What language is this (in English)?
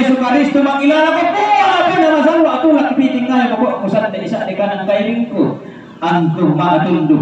Toraja-Sa'dan